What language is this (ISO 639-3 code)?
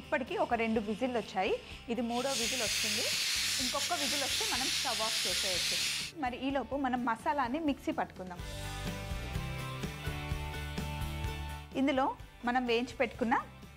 tel